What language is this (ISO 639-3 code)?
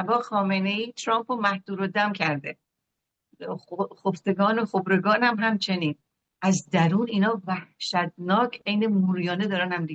fas